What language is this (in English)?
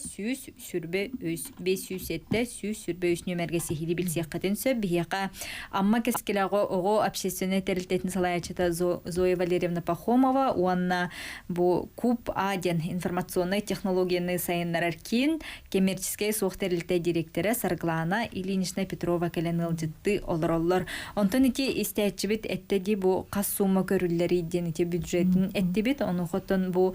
Yakut